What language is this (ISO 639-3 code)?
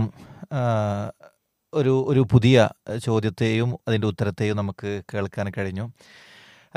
mal